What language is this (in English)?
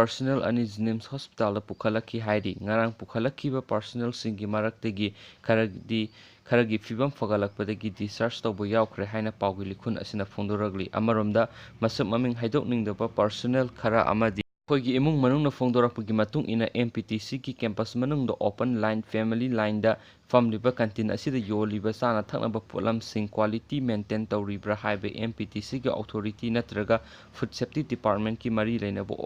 Manipuri